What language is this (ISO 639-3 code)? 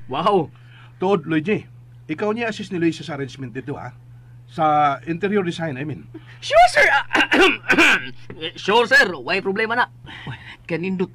ceb